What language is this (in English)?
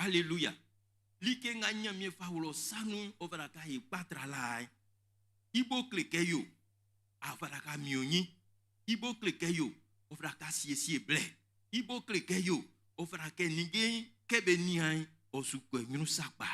Baoulé